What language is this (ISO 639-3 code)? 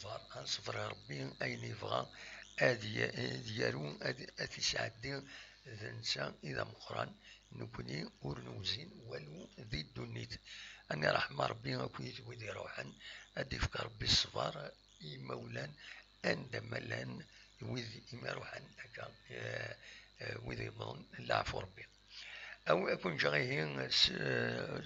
kab